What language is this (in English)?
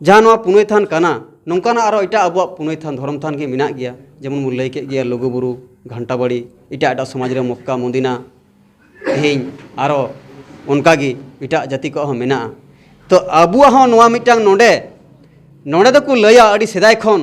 Santali